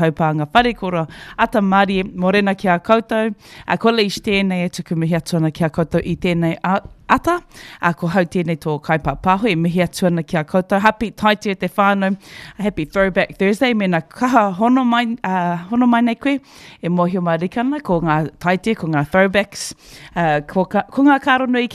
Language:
Māori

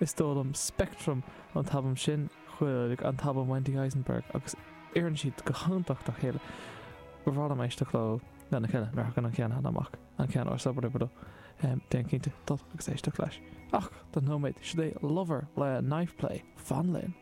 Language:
Irish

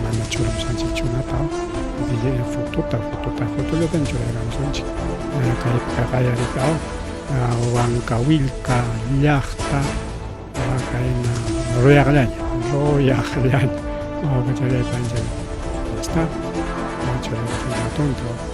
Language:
Ayacucho Quechua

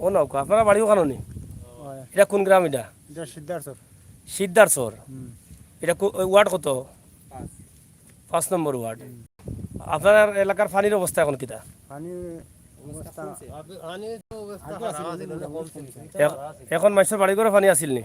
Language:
Sylheti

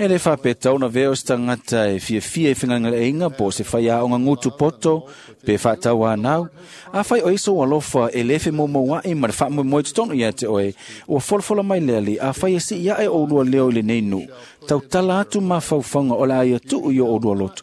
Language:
Samoan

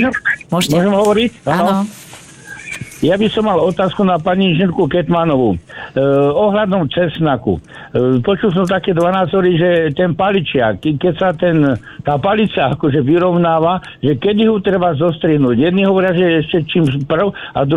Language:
Slovak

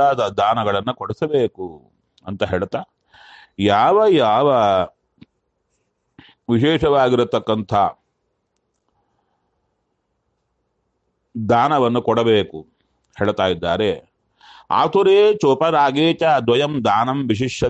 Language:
Kannada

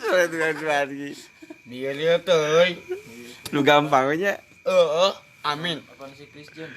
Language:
Sundanese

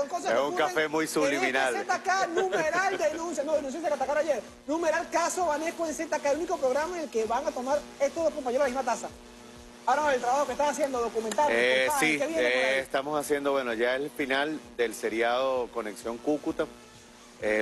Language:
Spanish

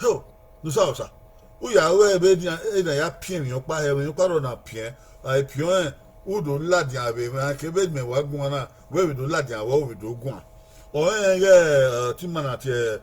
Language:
Bini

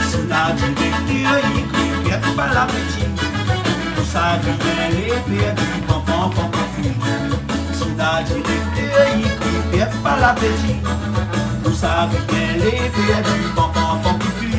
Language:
Réunion Creole French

